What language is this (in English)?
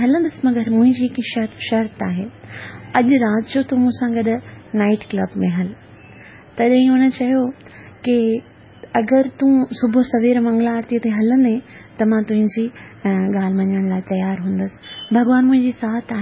Sindhi